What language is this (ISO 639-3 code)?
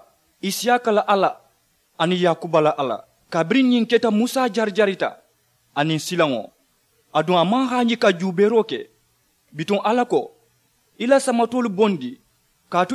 man